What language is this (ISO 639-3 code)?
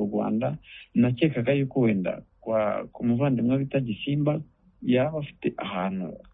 kin